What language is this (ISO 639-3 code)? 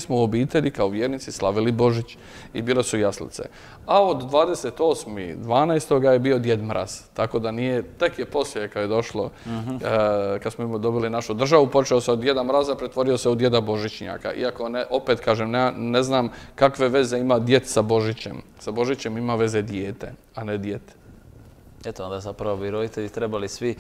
hrv